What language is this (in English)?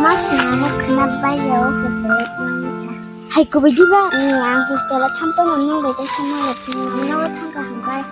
Kok Borok